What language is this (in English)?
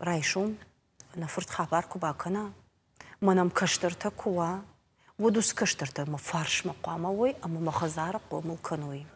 Ossetic